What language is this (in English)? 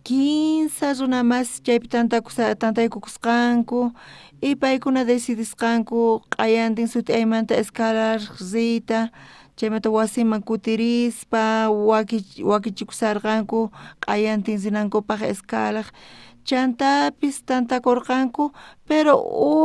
South Bolivian Quechua